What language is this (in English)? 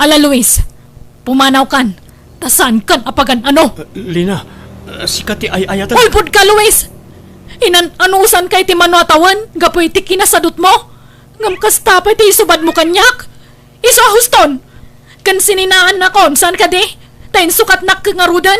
Iloko